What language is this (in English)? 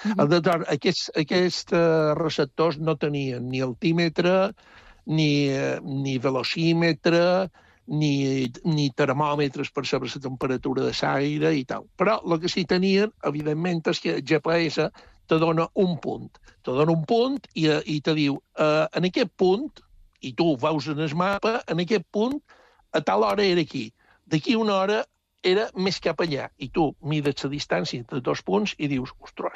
Catalan